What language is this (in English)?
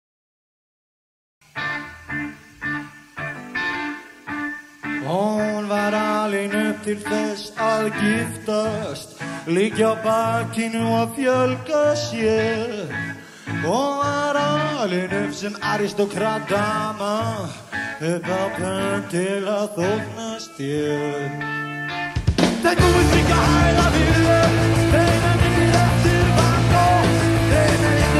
Icelandic